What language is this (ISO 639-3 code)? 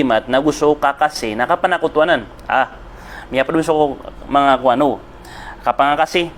mrw